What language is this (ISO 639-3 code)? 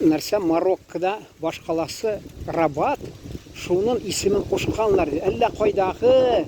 tat